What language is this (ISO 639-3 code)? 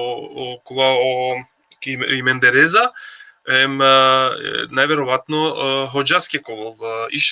rmn